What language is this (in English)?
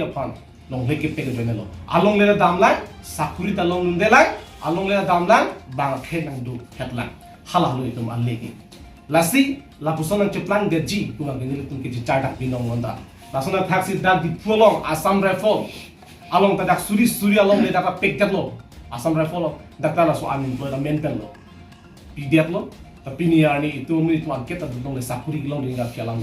Karbi